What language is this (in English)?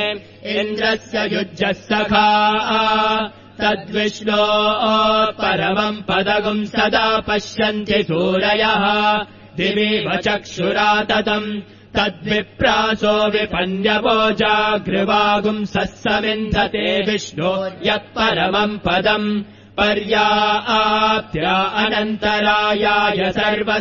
Sanskrit